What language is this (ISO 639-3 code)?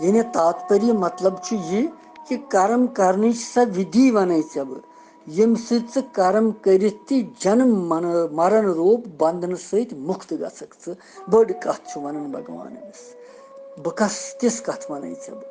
kas